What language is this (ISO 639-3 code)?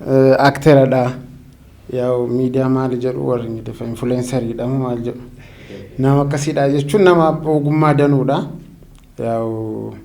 orm